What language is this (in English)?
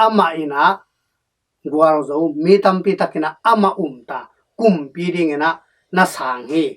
Tedim Chin